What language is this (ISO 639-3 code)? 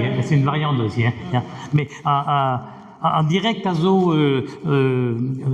bre